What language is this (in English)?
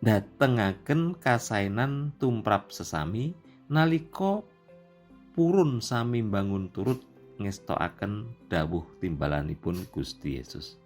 Javanese